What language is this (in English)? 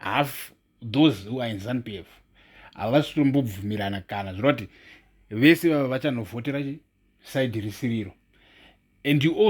Shona